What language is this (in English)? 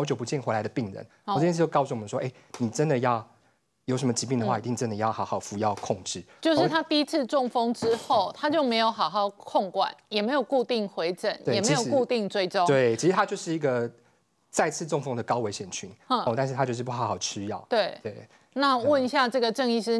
Chinese